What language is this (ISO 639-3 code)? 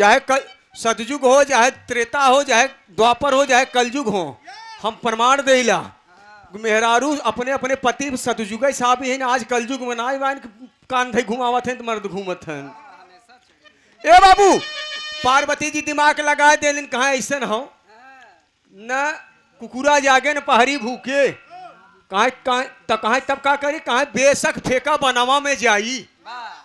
bho